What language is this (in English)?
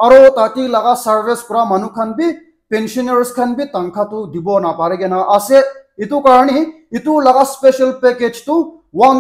Naga Pidgin